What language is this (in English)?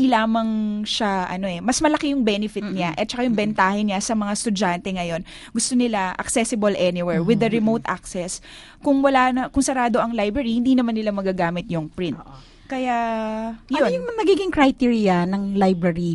Filipino